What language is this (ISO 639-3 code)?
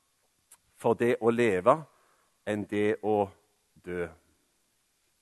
nor